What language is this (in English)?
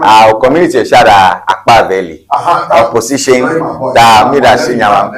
Ewe